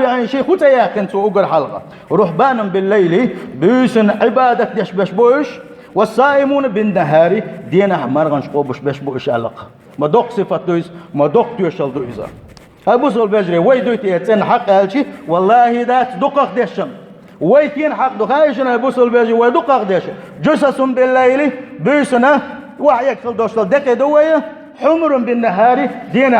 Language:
Chechen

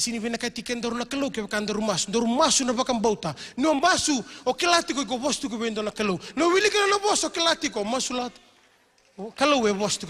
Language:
Fijian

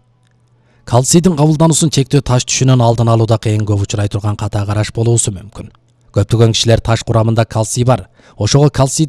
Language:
Kyrgyz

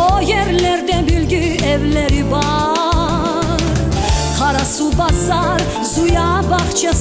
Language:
Crimean Tatar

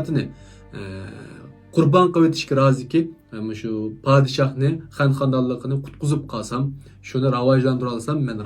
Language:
Uyghur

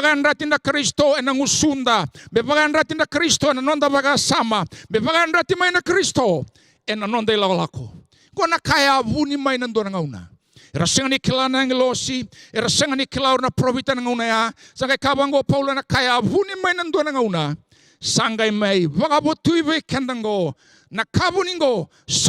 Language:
Fijian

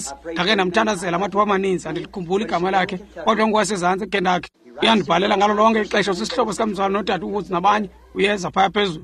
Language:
Xhosa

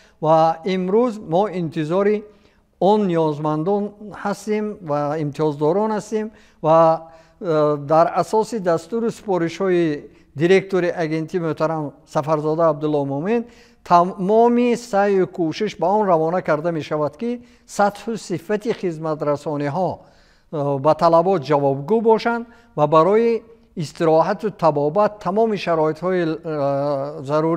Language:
Tajik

